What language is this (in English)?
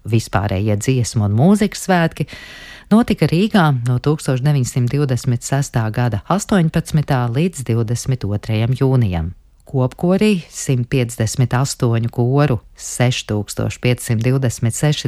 Latvian